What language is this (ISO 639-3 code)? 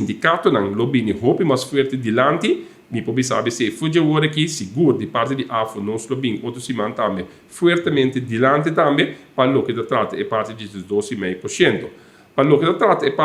pap